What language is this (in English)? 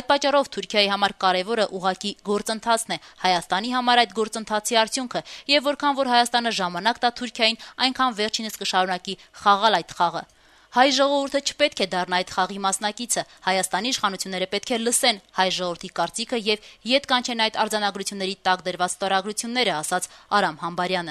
Armenian